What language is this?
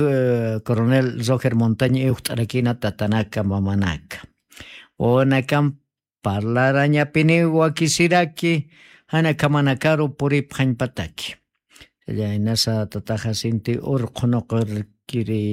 Aymara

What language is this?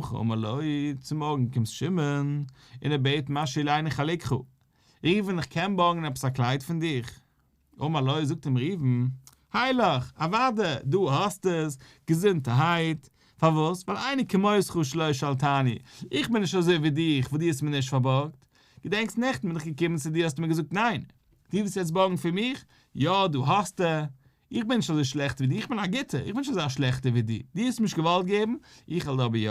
Yiddish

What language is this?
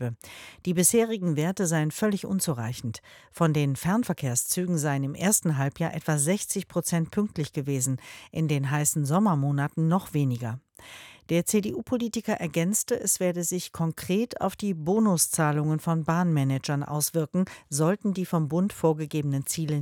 German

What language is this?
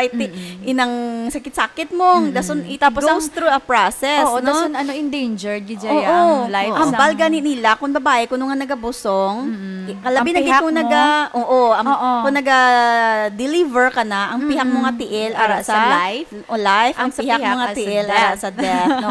Hiligaynon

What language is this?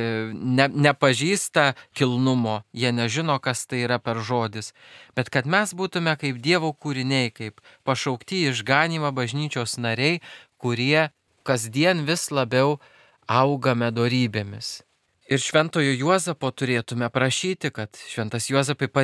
Lithuanian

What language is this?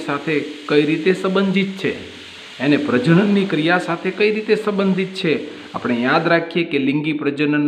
Gujarati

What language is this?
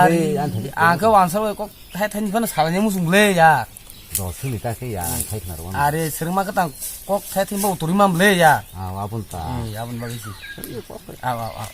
Kok Borok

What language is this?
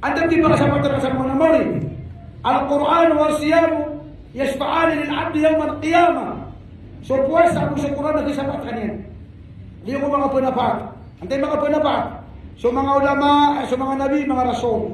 Maranao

